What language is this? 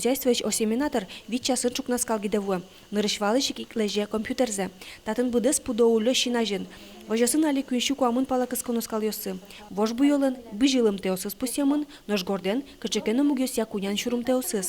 Udmurt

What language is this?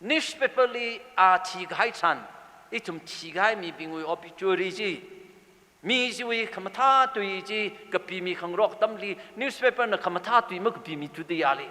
Tangkhul Naga (India)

